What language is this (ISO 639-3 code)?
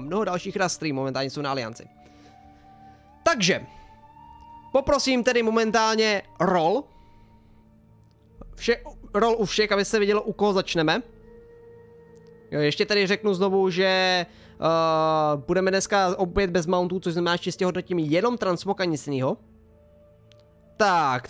ces